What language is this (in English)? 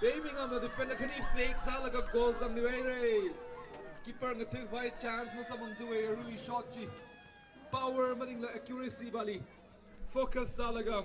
Tangkhul Naga (India)